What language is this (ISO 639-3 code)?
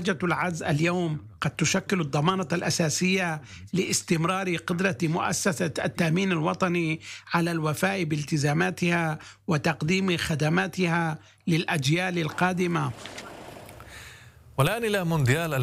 ara